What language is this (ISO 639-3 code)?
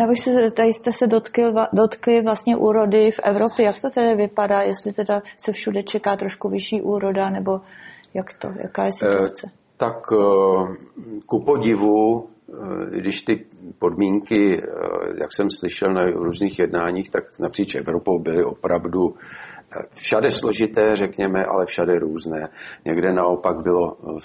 ces